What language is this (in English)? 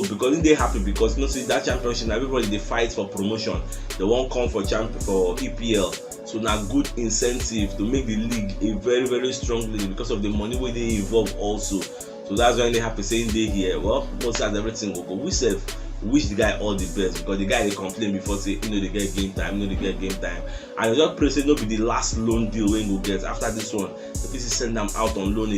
Nigerian Pidgin